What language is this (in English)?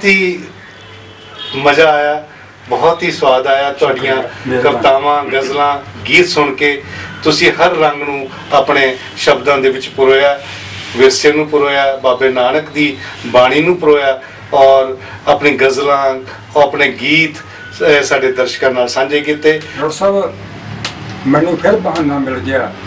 Punjabi